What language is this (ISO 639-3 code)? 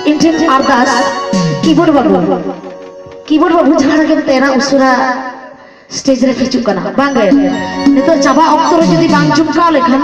sat